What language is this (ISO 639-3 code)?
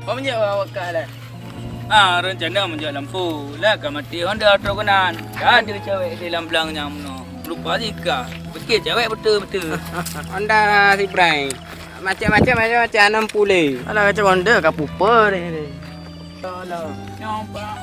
ace